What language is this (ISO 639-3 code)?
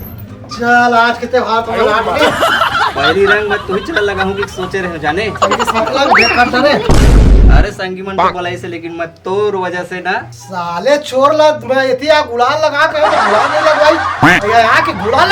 hne